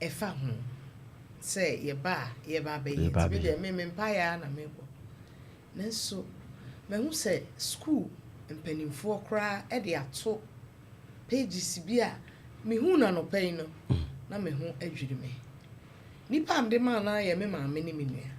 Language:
Akan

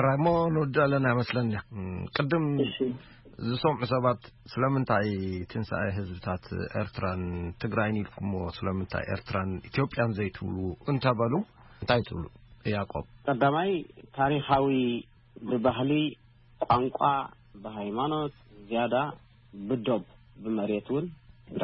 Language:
Tigrinya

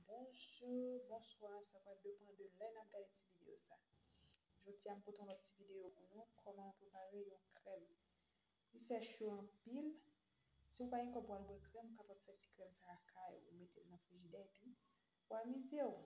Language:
Haitian Creole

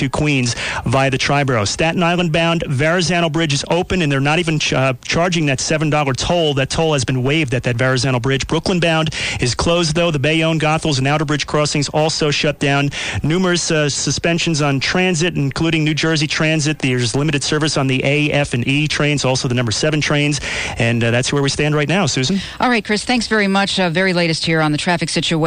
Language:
English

